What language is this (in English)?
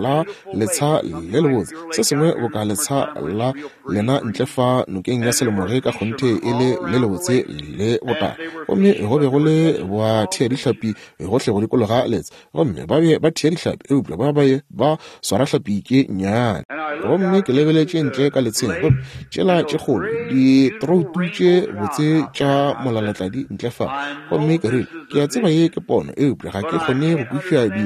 Northern Sotho